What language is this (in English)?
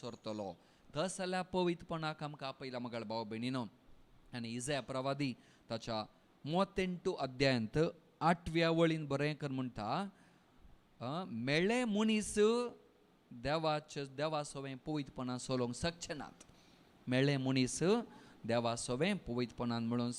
Konkani